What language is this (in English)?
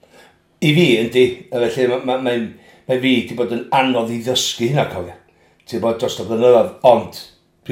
Welsh